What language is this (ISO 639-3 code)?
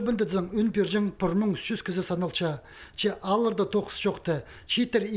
kjh